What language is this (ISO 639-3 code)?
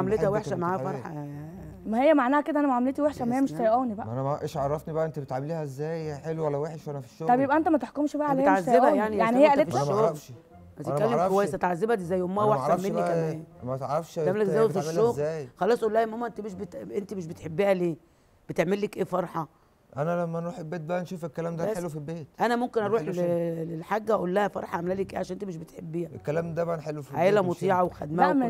arz